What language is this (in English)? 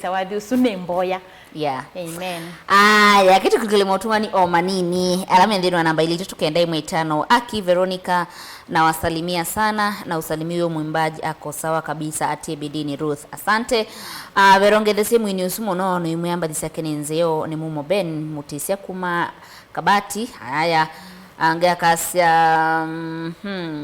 Kamba